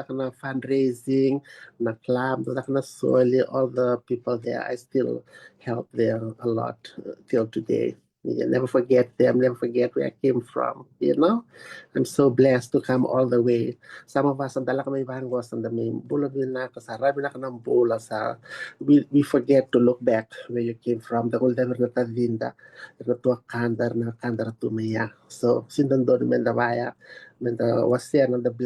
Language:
Fijian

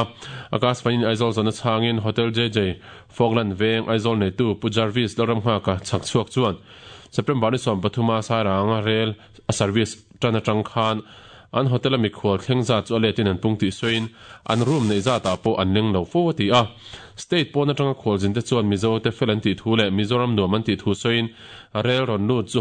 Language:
Mizo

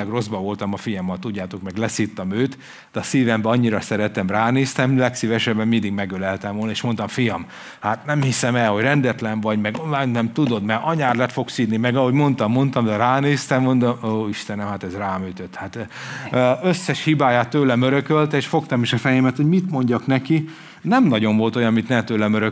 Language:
Hungarian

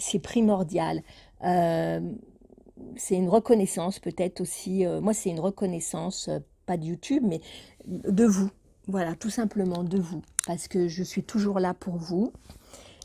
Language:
French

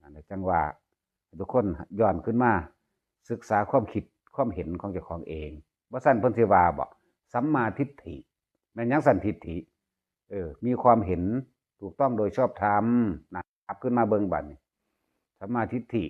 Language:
Northeastern Thai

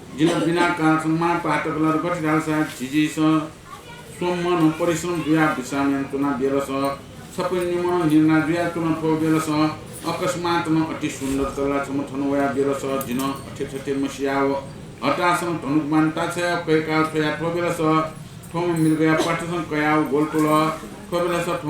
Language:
Newari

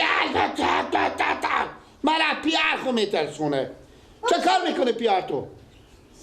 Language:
Persian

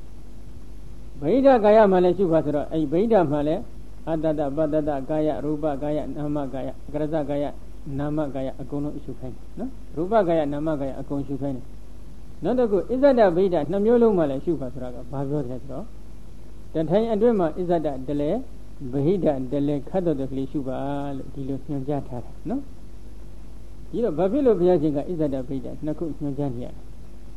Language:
Burmese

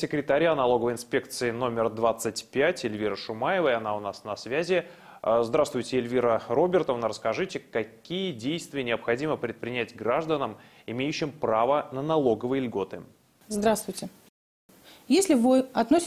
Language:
Russian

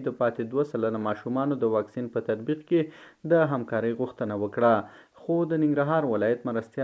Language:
Pashto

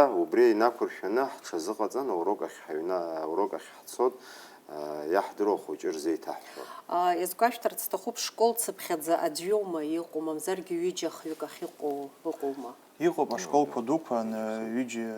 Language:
Abkhazian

